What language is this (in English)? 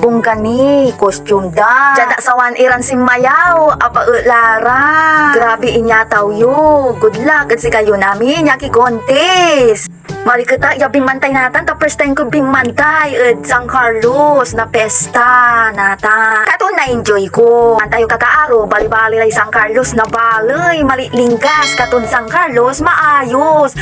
Pangasinan